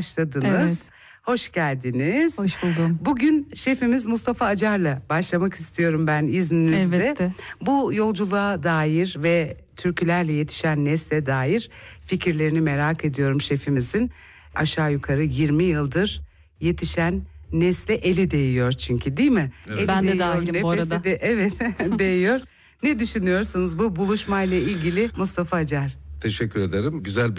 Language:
Turkish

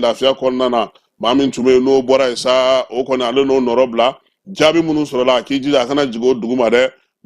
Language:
Bambara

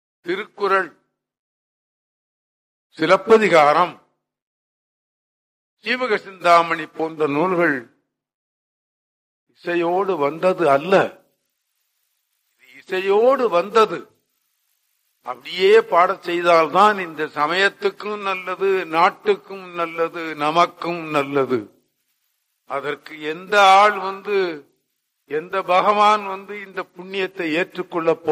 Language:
Tamil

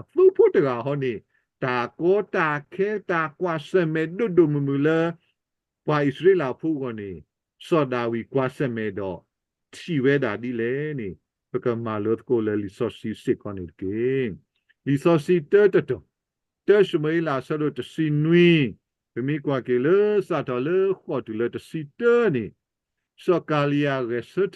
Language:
S'gaw Karen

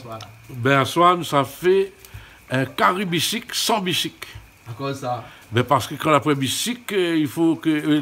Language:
Réunion Creole French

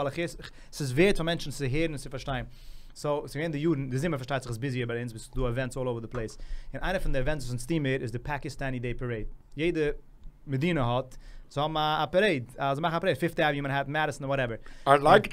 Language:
Yiddish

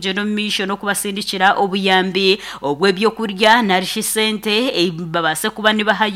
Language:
Nyankole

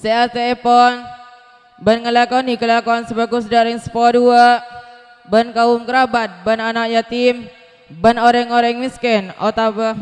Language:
Madurese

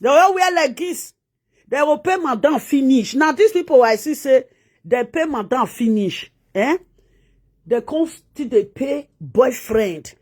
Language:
Nigerian Pidgin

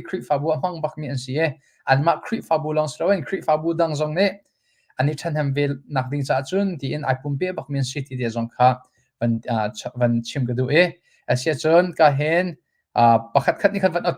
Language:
Hakha Chin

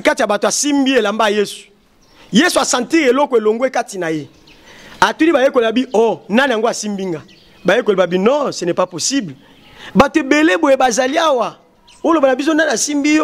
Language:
Lingala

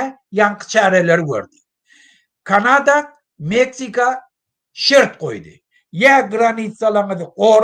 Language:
Turkmen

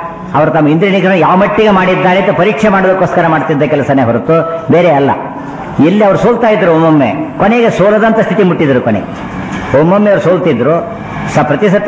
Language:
Kannada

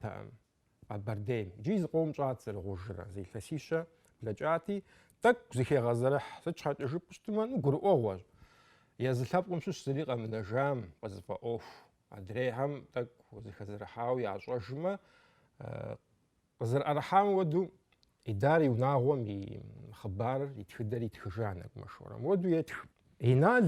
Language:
Kabardian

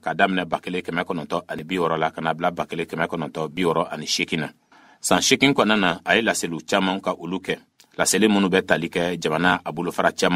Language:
Bambara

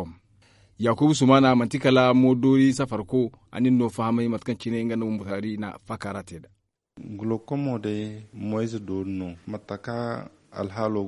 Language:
Zarma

